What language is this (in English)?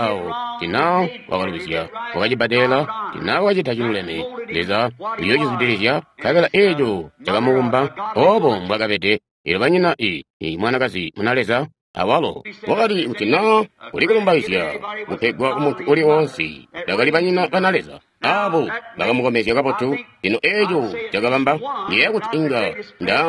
Tonga (Zambia)